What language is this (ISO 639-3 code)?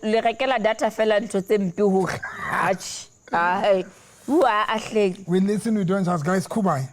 sot